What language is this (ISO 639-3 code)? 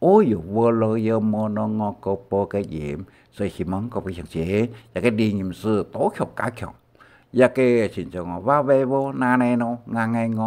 hak